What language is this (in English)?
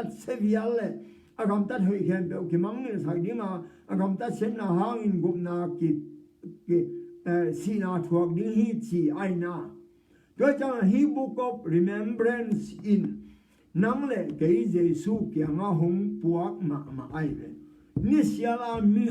Tedim Chin